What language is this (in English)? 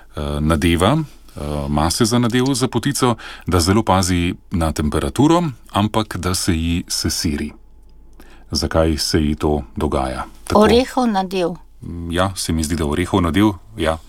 Slovenian